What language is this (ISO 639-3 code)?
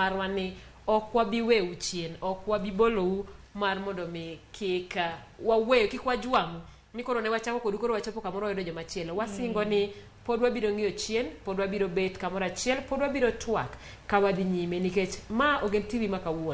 luo